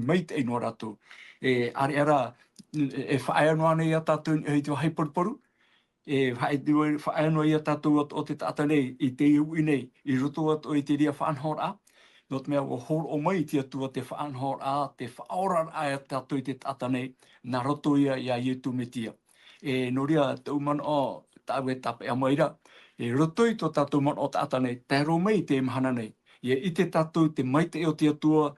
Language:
Tahitian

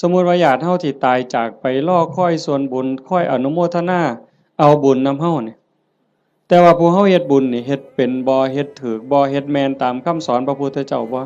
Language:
Northeastern Thai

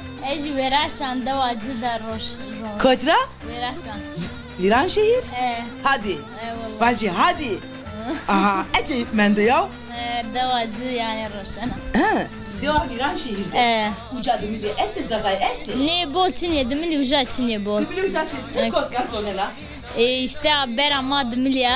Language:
Zaza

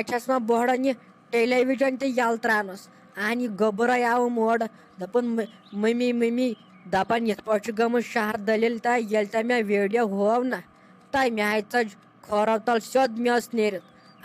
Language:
Kashmiri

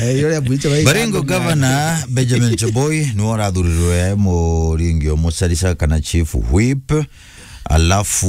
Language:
Meru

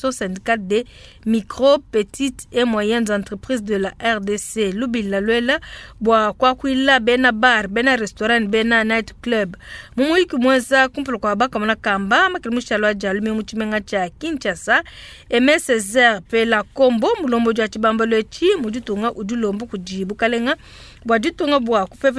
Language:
Luba-Lulua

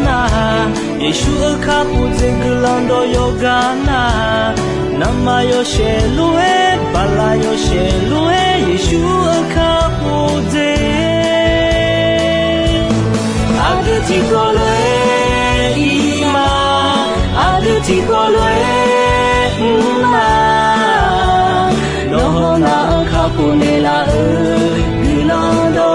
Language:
Akha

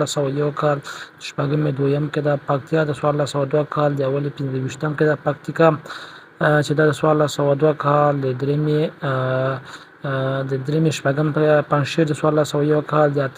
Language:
Pashto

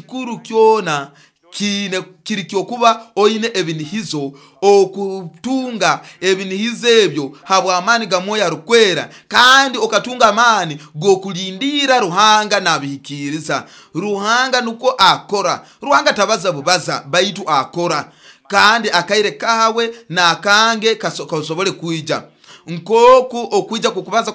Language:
Nyoro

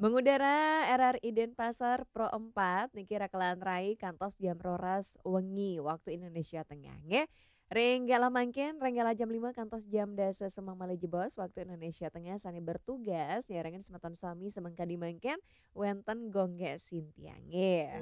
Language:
Balinese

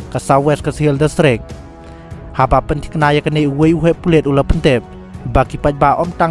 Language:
Khasi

